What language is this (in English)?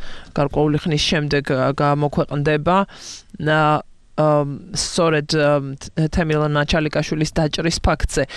Georgian